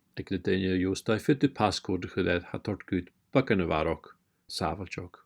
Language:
Scottish Gaelic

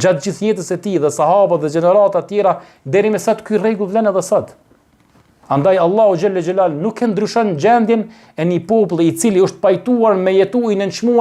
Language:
Albanian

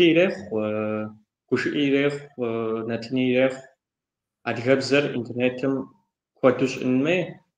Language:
Kabardian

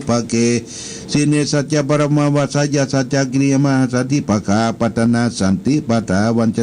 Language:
Pali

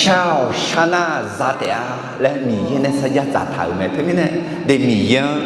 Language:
Akha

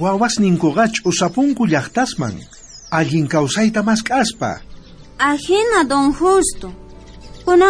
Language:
South Bolivian Quechua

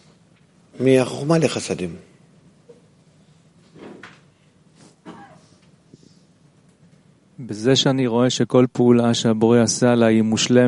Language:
Hebrew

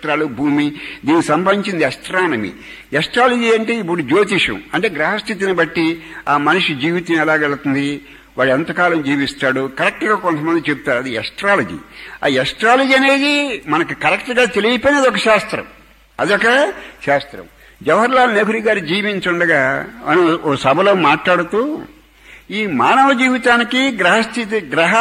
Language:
Telugu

